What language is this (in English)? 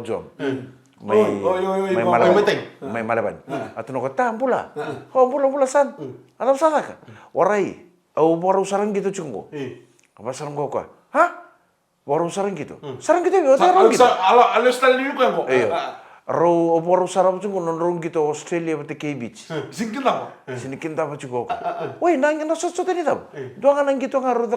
Fijian